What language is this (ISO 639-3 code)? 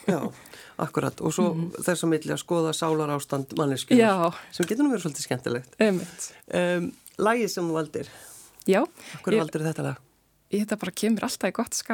isl